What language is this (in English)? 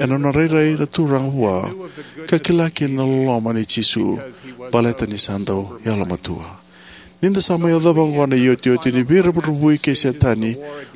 Fijian